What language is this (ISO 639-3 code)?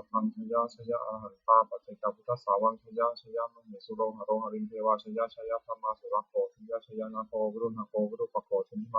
pli